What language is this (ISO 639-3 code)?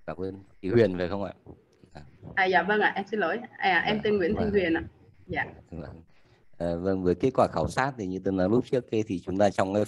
vie